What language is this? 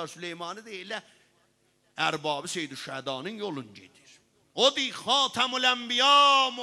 South Azerbaijani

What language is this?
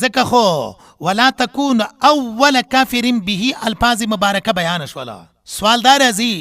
Pashto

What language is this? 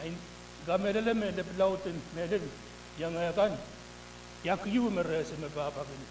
Pohnpeian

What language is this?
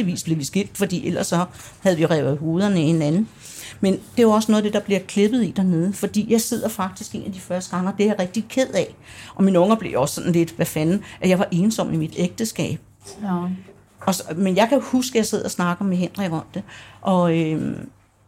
Danish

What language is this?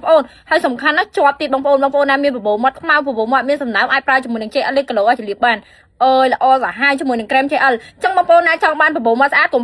Khmer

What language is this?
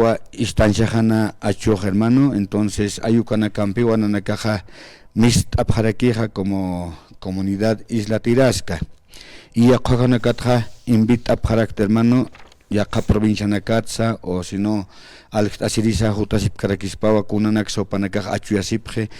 Aymara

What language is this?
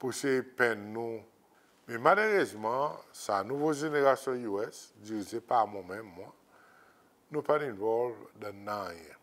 Seselwa Creole French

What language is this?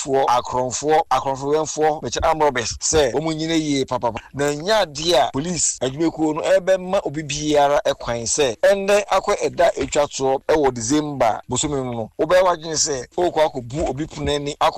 Akan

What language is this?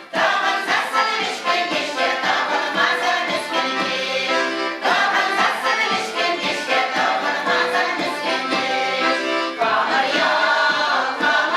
Chuvash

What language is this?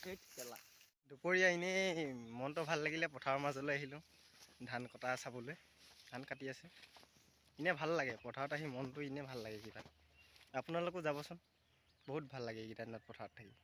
Assamese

